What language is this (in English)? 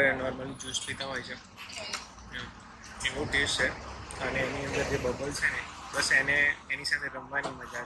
Gujarati